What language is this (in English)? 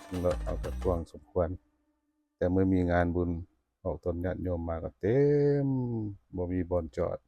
Lao